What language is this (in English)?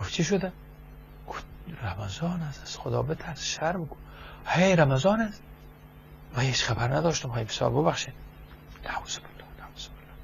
Persian